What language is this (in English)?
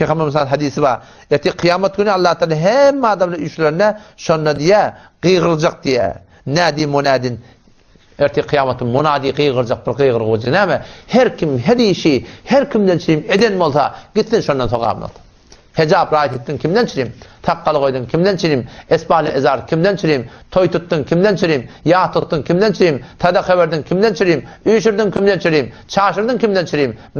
Turkmen